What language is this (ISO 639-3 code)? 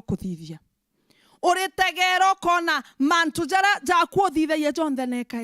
mer